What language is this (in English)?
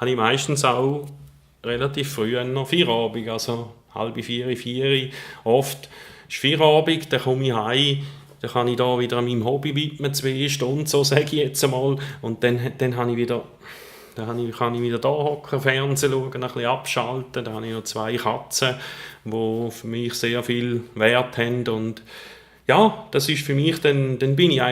Swiss German